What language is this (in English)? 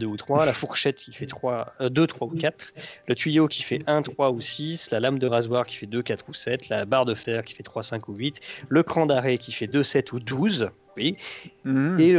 French